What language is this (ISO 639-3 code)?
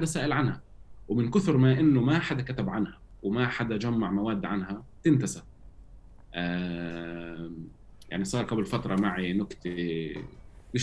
apc